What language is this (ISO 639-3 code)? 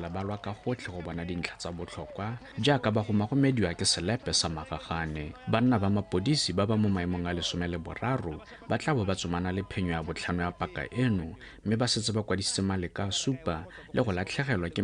tsn